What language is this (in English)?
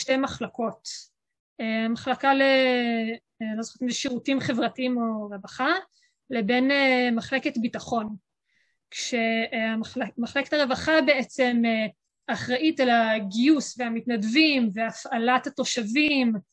Hebrew